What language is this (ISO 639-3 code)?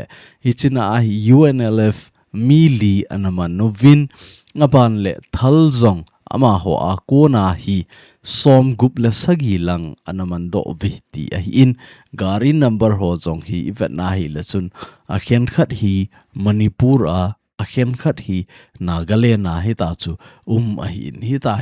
tcz